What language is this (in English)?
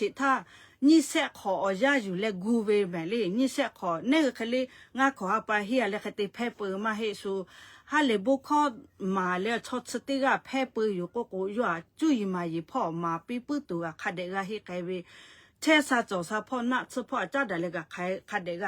Lahu